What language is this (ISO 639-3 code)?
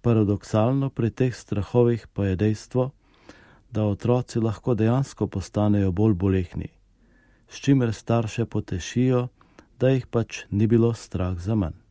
slv